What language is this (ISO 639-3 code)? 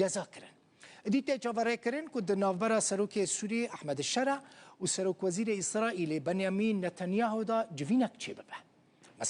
kur